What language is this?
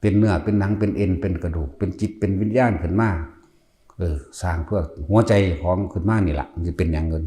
Northeastern Thai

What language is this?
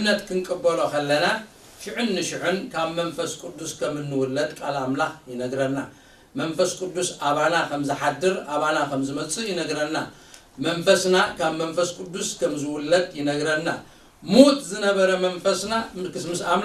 Tigrinya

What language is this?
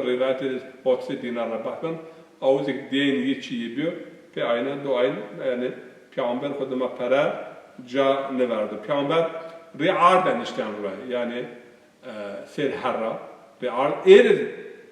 Zaza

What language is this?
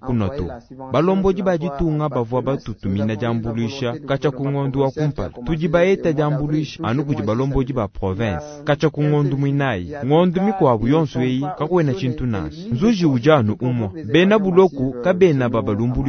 Luba-Lulua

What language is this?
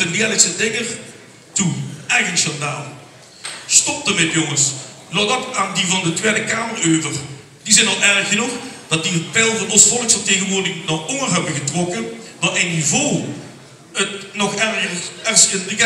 Limburgish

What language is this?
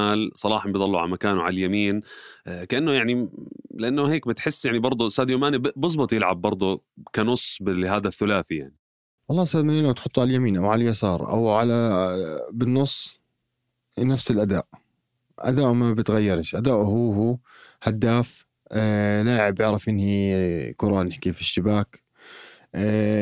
North Levantine Arabic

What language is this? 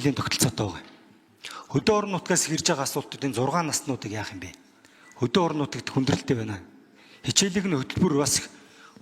Mongolian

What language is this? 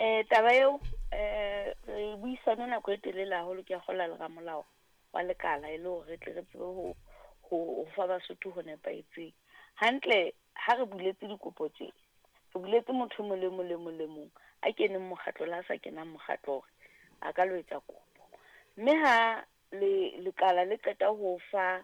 Southern Sotho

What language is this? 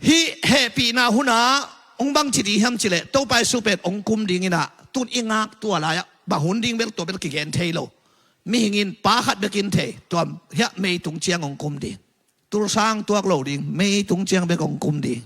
Tedim Chin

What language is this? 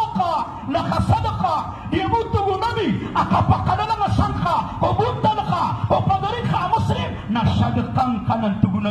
Maranao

